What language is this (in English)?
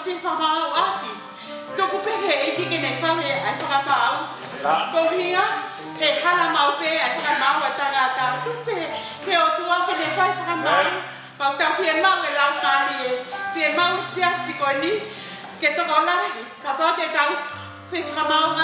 Tongan